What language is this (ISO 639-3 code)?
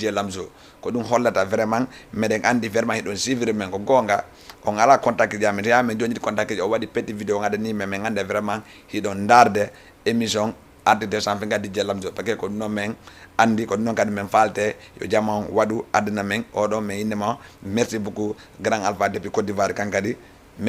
ful